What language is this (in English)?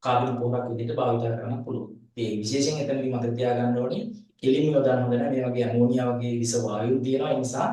Sinhala